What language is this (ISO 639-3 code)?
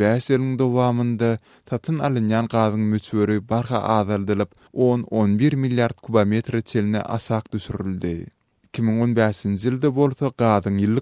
tuk